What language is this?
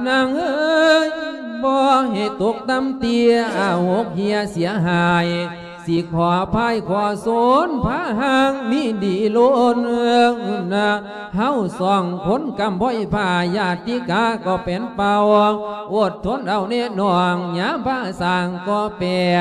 Lao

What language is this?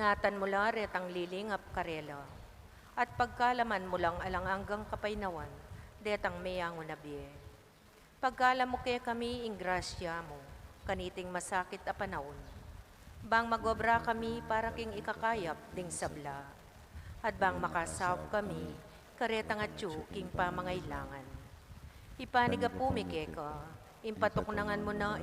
Pampanga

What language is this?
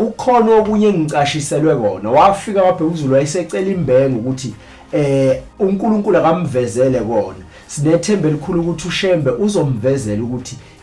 Zulu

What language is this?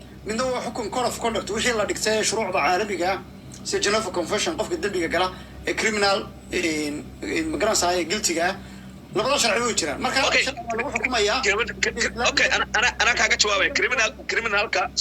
Somali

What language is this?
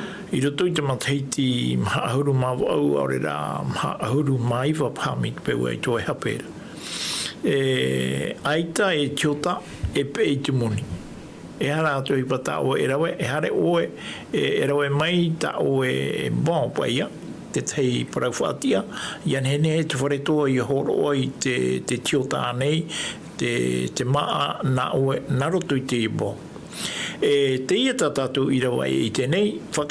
Tahitian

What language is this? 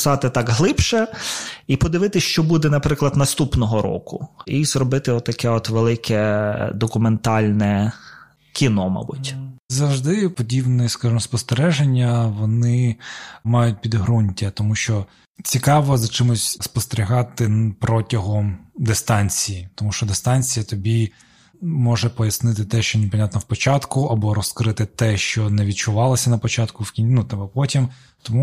Ukrainian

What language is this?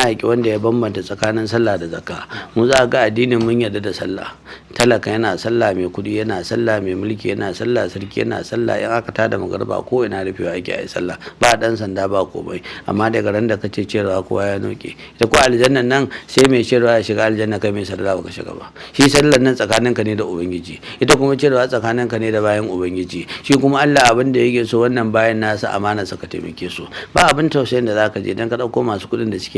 Hausa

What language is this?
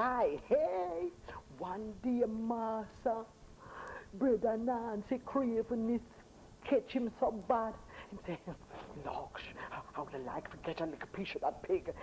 Jamaican Creole English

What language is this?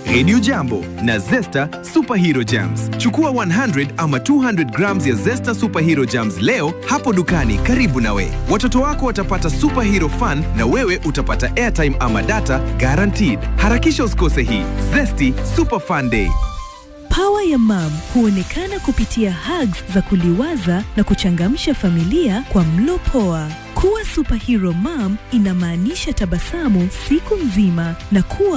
Swahili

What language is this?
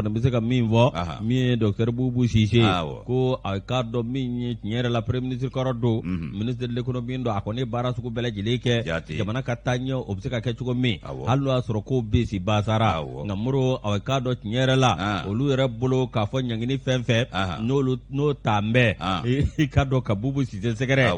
Bambara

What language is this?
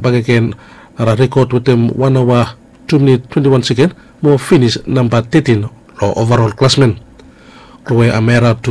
Bislama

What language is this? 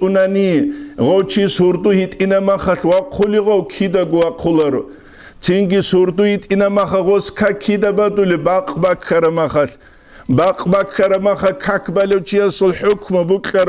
Avaric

